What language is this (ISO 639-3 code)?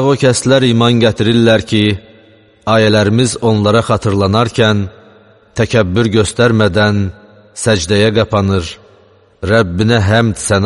aze